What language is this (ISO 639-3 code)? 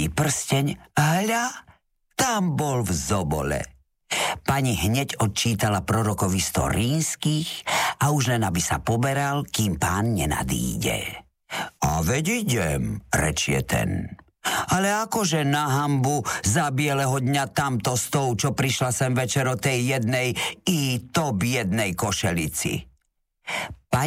slk